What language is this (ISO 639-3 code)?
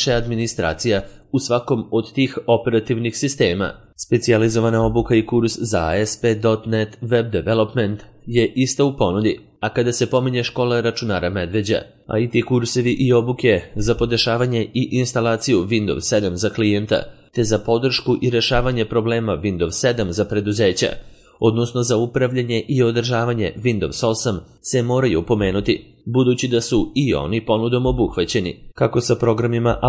srp